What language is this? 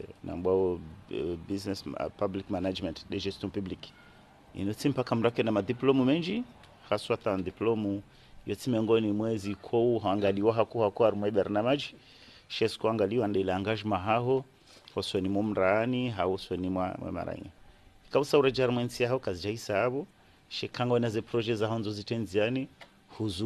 Swahili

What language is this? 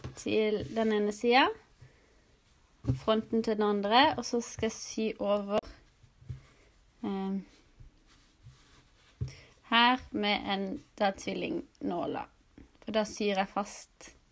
Norwegian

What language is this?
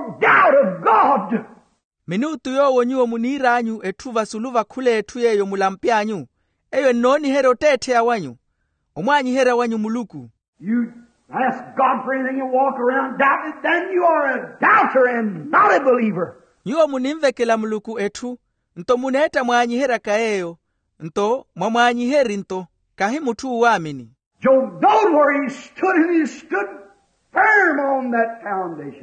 Makhuwa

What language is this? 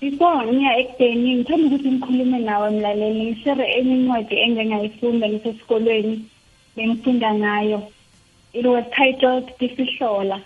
South Ndebele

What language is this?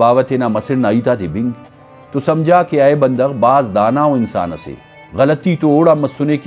Brahui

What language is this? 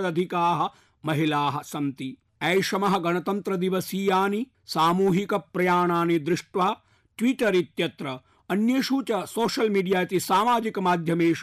Sanskrit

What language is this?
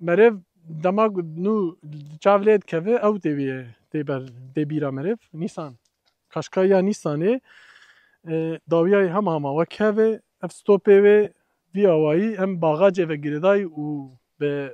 Kurdish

